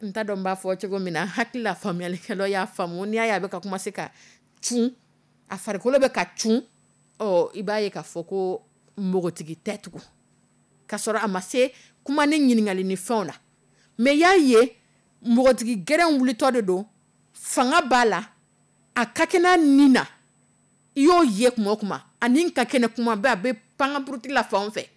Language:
Dyula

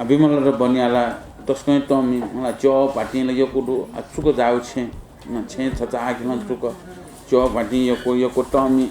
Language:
Newari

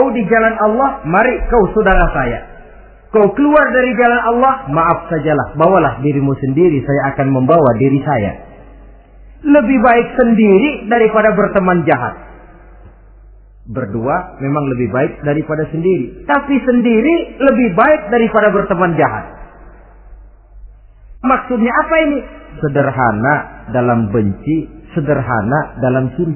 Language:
Indonesian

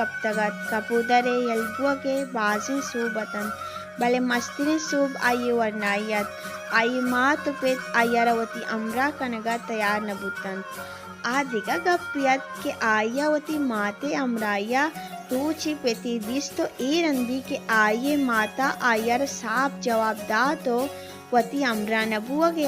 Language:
Baluchi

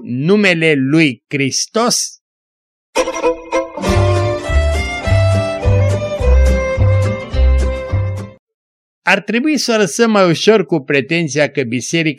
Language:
Romanian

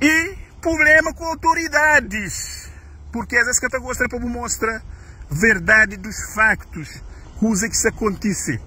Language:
Kabuverdianu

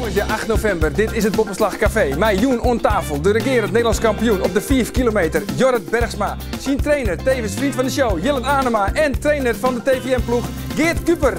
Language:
Western Frisian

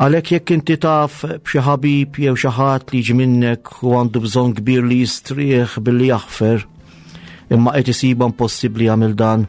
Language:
Maltese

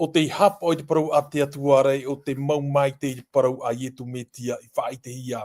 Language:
Tahitian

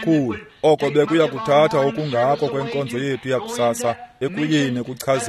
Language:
Xhosa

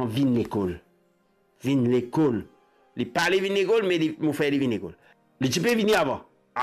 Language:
Morisyen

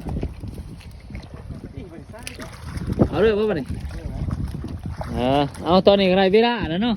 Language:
Lao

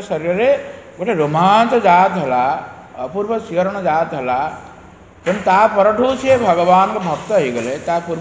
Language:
Odia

